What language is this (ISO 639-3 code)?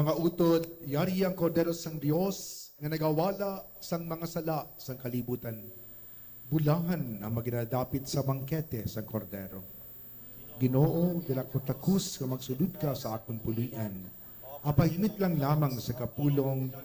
hil